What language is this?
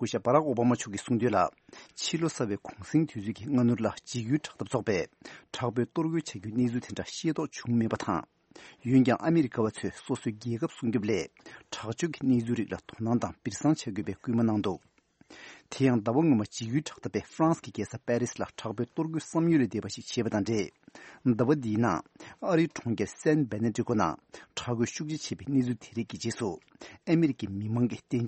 Tibetan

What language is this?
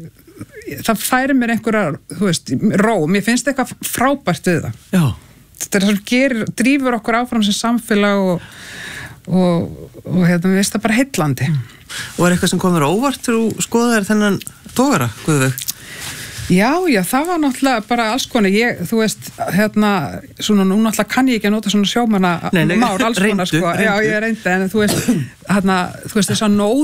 Icelandic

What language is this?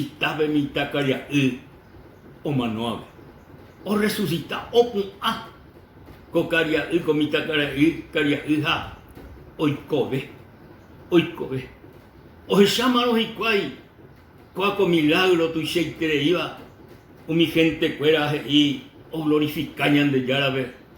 Guarani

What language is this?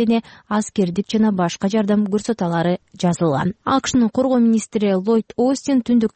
Kyrgyz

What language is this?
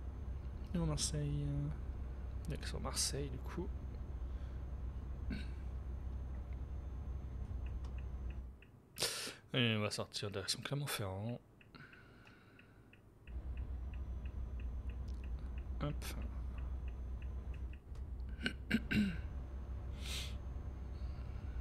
French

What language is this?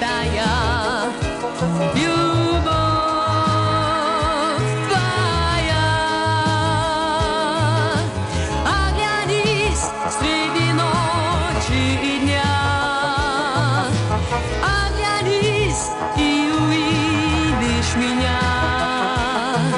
Russian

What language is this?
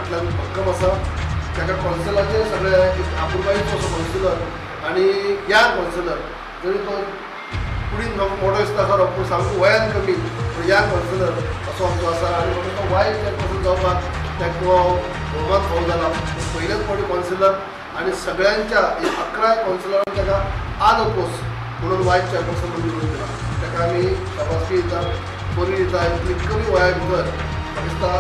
Konkani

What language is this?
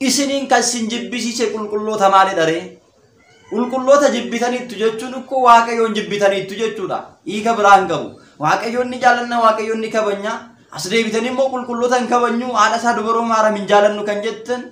Oromo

